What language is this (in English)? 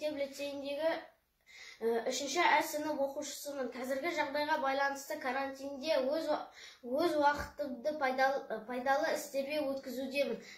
Kazakh